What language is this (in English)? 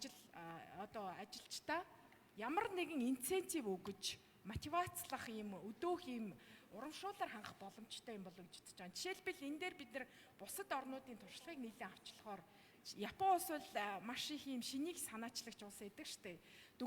Mongolian